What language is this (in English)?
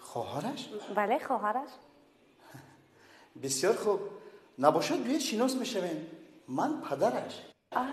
Tajik